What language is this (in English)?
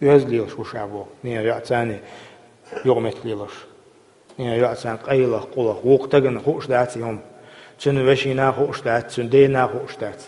Chechen